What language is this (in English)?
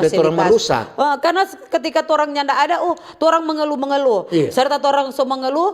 Manado Malay